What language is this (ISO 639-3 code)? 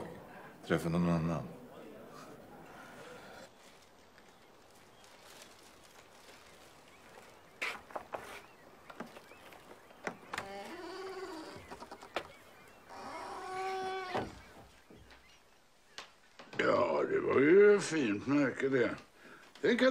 swe